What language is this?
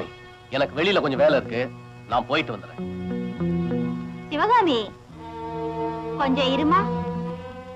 Tamil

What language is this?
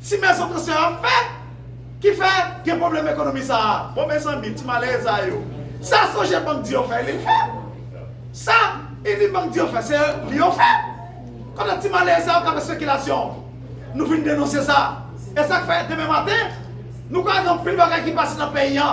Haitian Creole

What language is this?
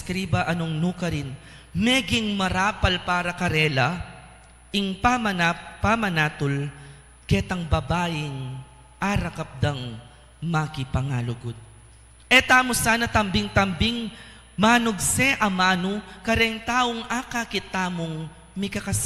Pampanga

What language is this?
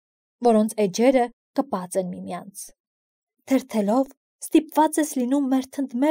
Armenian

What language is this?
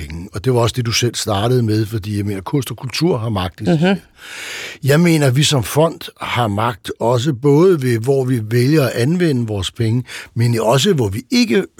Danish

